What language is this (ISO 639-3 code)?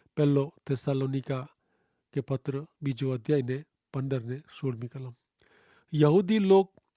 kfr